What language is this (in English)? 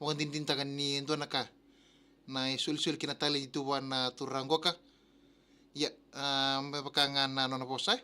Fijian